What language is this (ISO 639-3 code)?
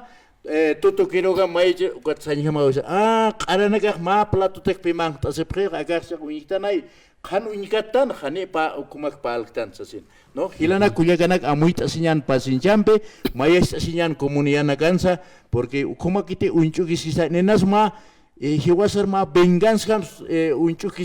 aym